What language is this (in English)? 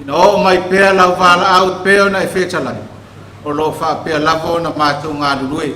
Samoan